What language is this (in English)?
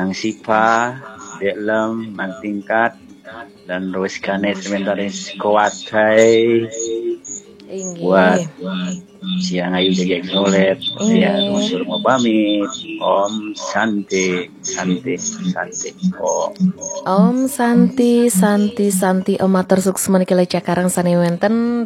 Balinese